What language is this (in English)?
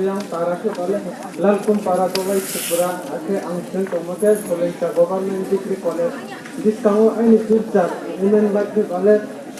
Riang (India)